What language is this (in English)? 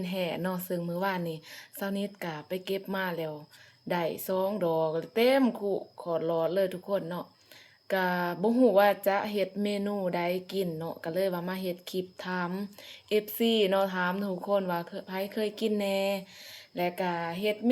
Lao